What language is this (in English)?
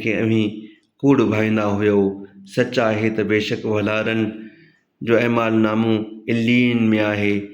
Sindhi